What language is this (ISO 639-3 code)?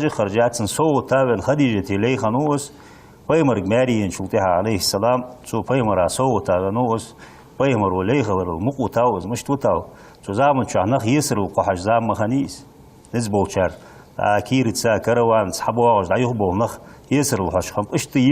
inh